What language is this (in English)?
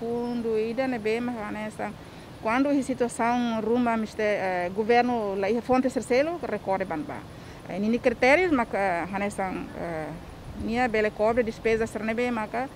Tetum